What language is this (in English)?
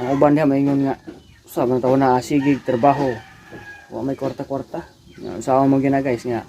Cebuano